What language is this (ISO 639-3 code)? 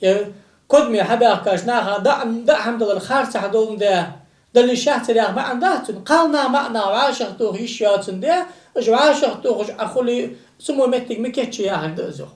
inh